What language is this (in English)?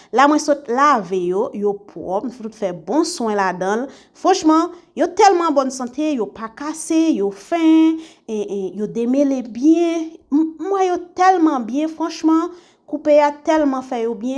Haitian Creole